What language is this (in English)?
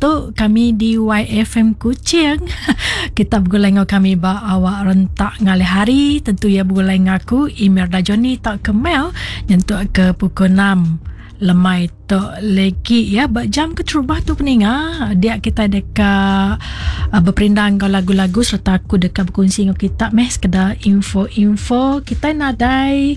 Iban